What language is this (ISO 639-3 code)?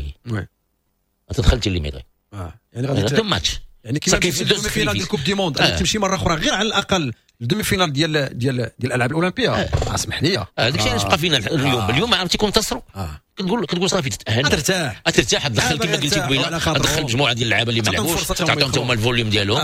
ary